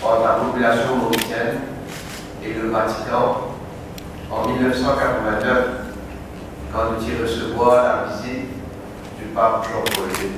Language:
Morisyen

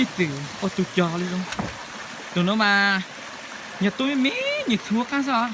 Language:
Hmong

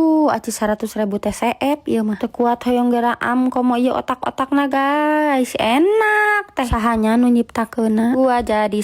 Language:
Sundanese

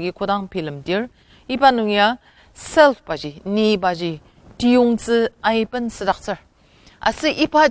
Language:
Ao Naga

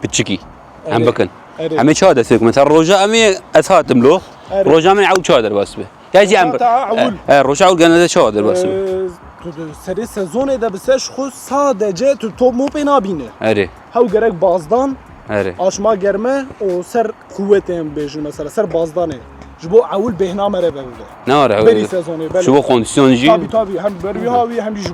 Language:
Kurdish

